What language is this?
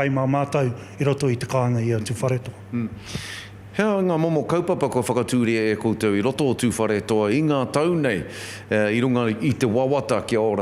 Māori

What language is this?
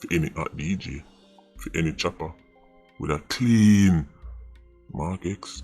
Jamaican Creole English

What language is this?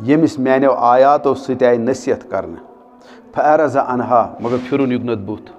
Kashmiri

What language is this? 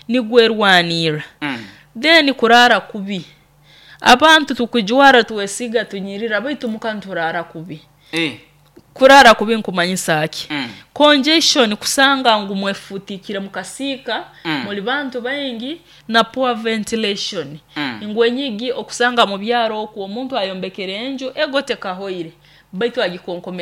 Nyoro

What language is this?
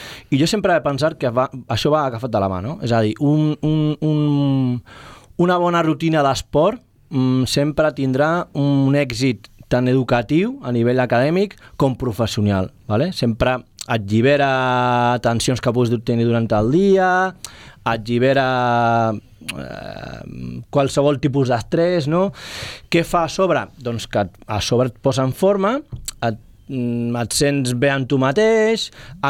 Catalan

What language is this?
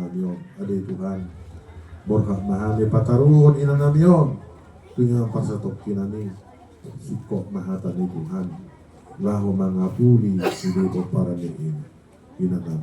Batak Toba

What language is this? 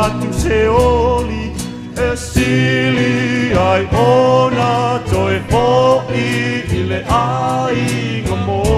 Samoan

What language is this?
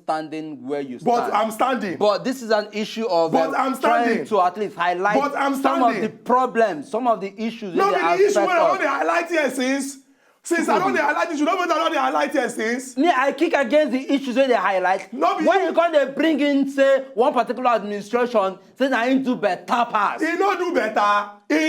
Nigerian Pidgin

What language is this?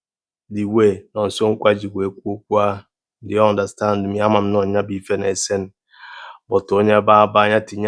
Igbo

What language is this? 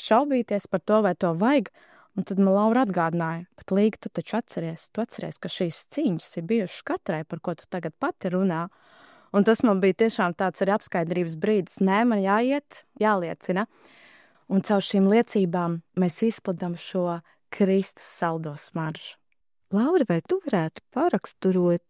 Latvian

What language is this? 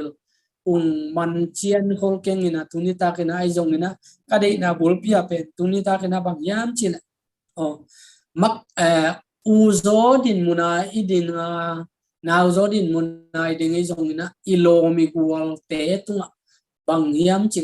Tedim Chin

